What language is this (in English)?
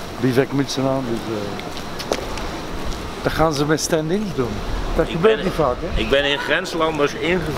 Dutch